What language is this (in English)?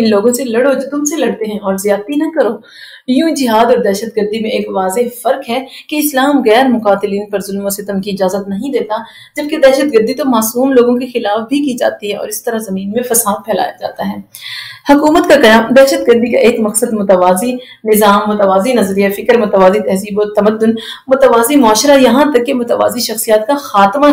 Urdu